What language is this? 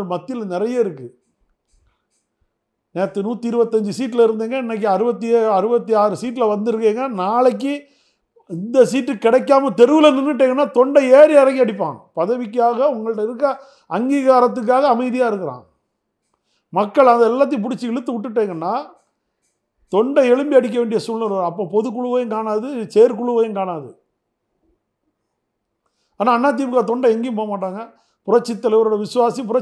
Tamil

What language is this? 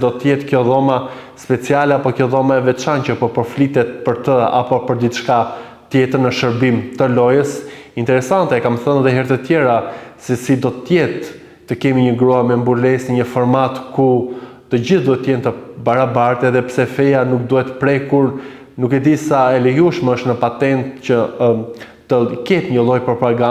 Albanian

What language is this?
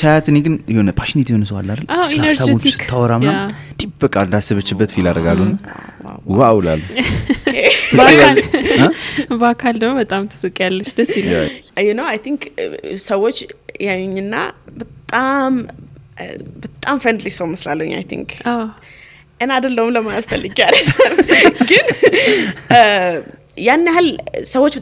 Amharic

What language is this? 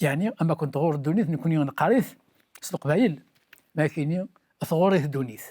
Kabyle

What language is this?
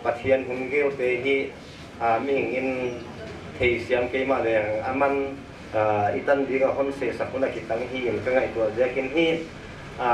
Paite Chin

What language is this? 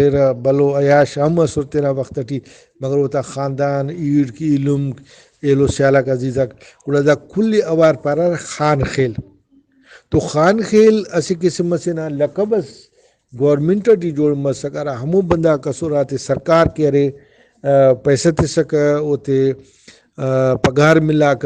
Brahui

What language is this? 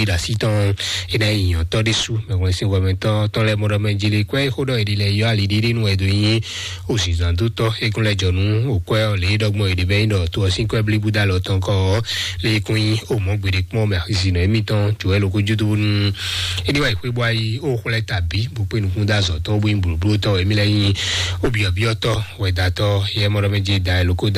Fon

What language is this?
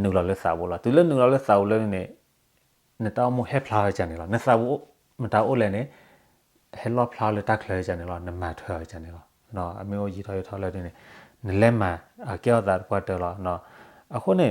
S'gaw Karen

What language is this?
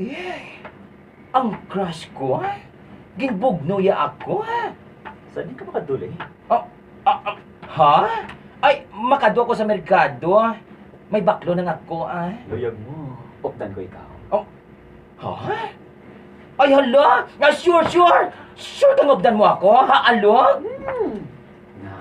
Hiligaynon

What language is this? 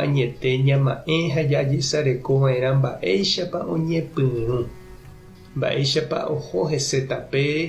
Guarani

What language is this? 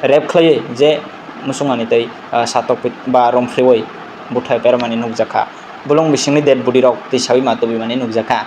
Kok Borok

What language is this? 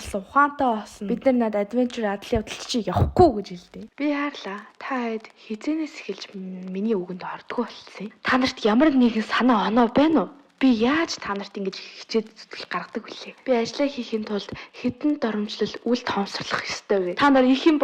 Mongolian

